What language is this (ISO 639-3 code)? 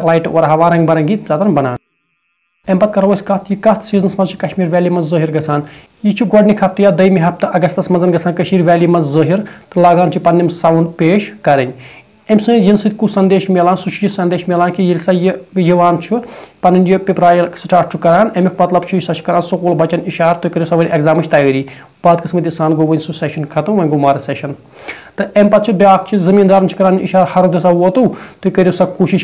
kas